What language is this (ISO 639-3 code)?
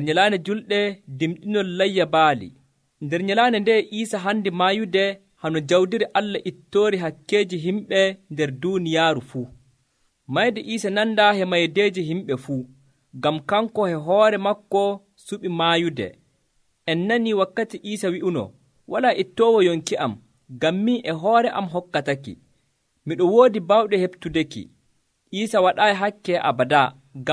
fuv